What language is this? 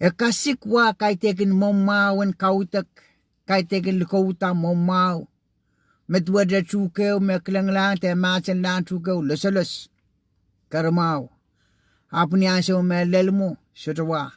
Pohnpeian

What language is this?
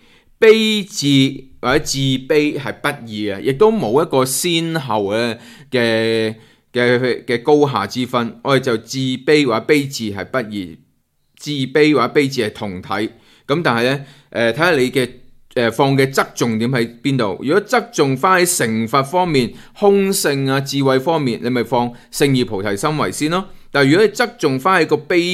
Cantonese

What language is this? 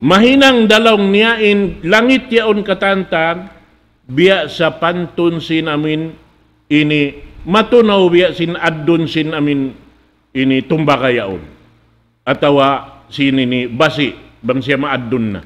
Tausug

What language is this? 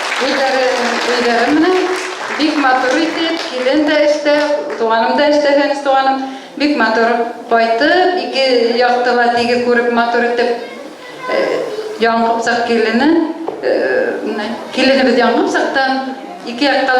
Bashkir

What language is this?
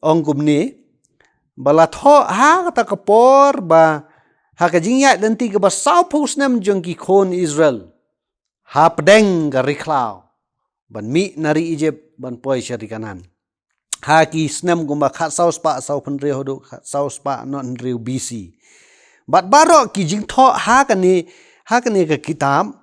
Khasi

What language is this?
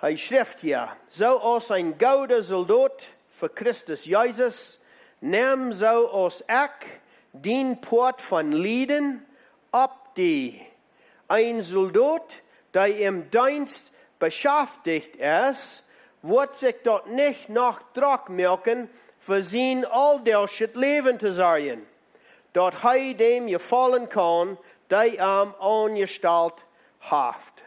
Plautdietsch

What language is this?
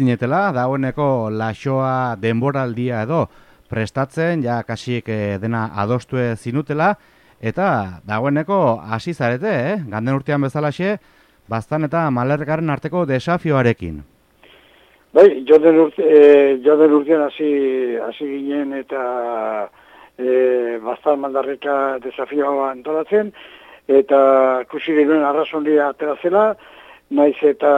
Basque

